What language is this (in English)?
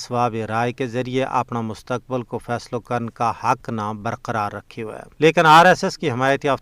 Gujari